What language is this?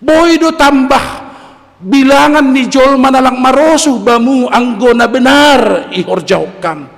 Batak Simalungun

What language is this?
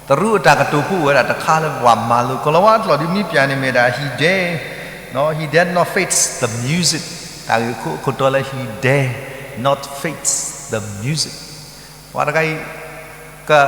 S'gaw Karen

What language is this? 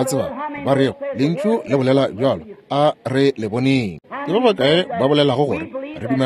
Northern Sotho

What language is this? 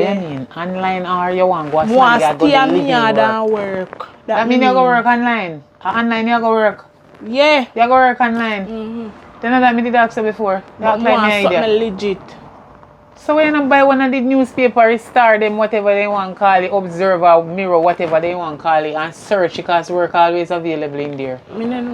Jamaican Creole English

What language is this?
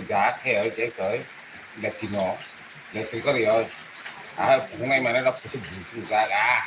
Kok Borok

